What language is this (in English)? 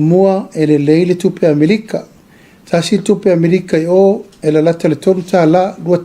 Samoan